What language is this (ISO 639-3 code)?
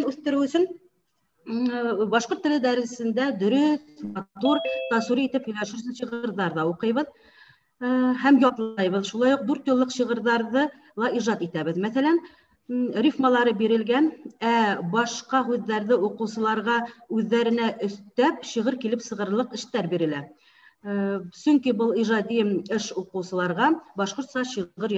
bak